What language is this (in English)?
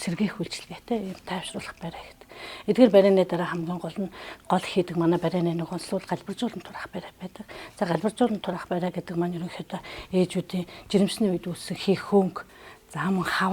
Mongolian